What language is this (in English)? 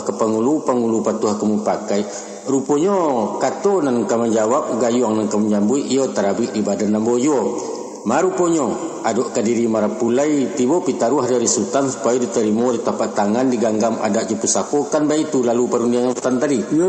Minangkabau